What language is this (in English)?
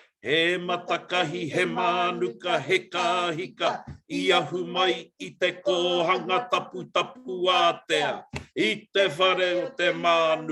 Māori